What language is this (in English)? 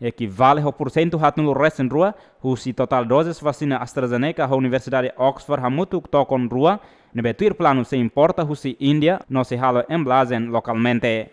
Tetum